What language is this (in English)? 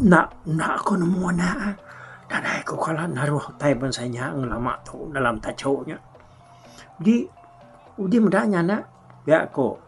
Iban